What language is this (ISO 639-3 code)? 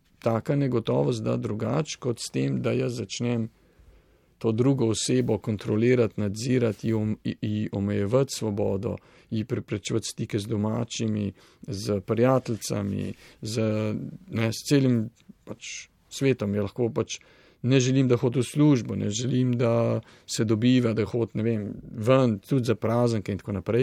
slv